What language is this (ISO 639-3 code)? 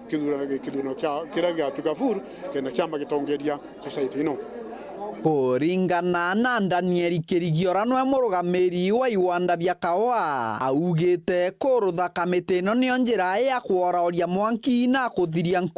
mer